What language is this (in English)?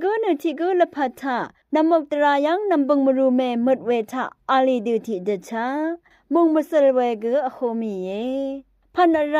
Rawang